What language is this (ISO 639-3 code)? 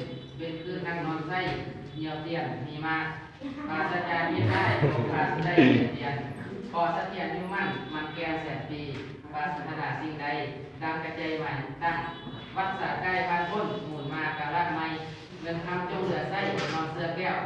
lao